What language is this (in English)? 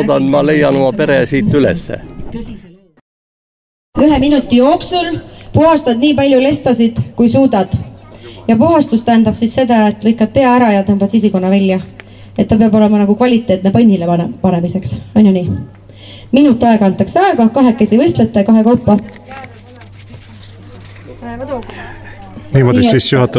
Estonian